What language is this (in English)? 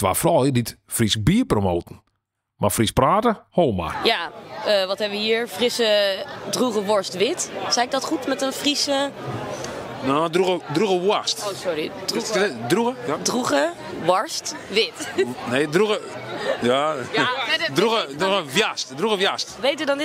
Western Frisian